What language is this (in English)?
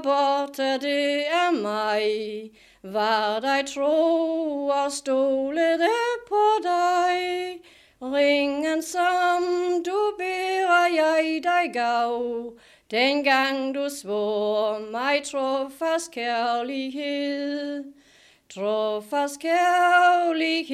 Danish